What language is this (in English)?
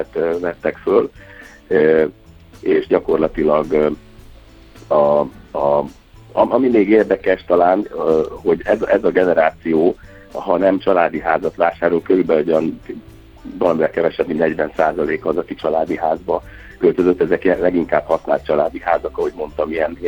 Hungarian